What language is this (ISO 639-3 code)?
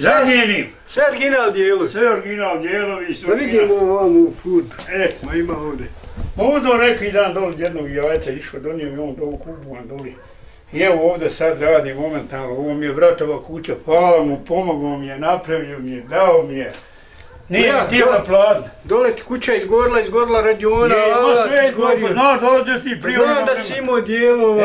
bos